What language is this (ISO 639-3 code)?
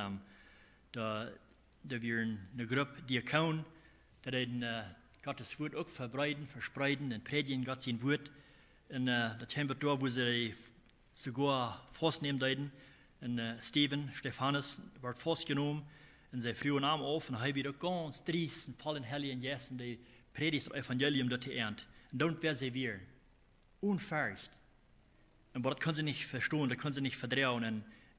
pdt